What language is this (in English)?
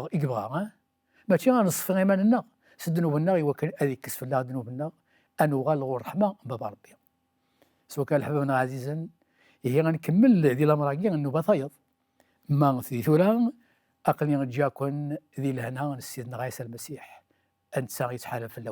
Kabyle